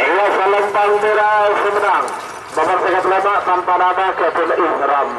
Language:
Madurese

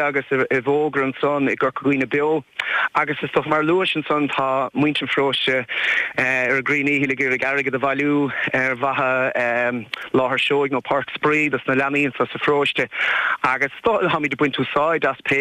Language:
Irish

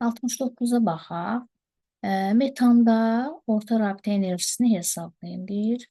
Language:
Azerbaijani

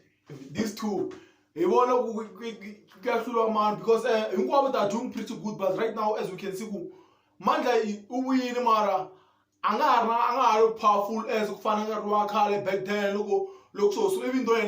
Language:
Tsonga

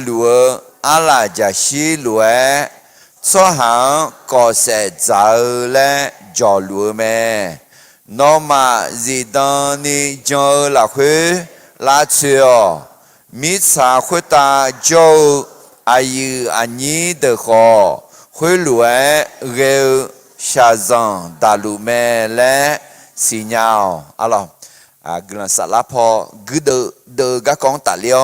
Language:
Akha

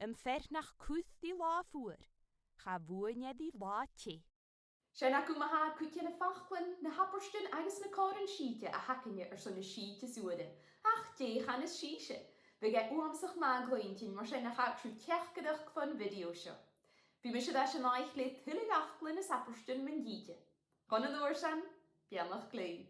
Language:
Scottish Gaelic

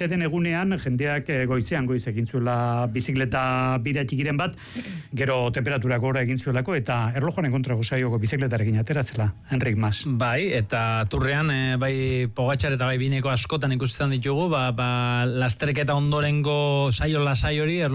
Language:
Basque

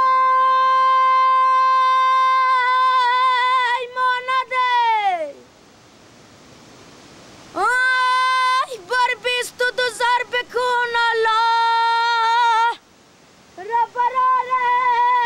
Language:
Persian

